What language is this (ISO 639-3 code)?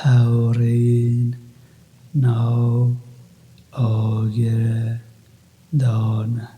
kur